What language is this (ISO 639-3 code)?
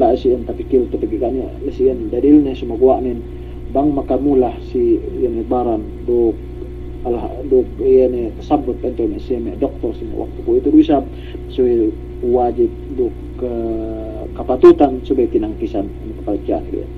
yka